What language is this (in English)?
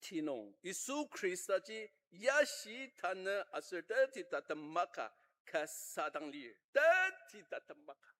Ao Naga